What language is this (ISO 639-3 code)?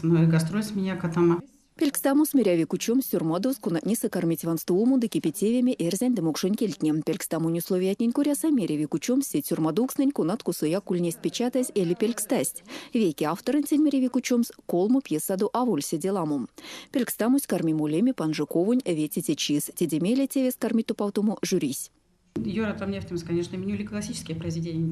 myv